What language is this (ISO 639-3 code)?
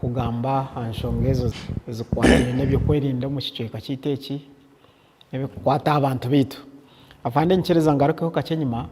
nyn